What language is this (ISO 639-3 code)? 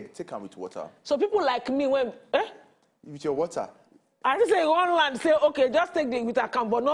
pcm